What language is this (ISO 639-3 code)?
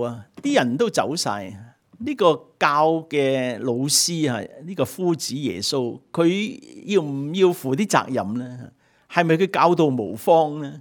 yue